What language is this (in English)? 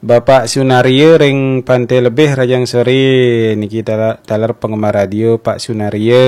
Balinese